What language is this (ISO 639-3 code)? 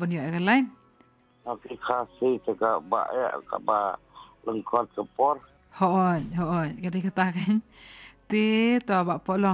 kha